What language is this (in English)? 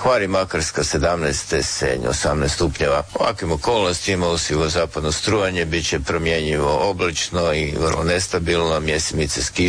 Croatian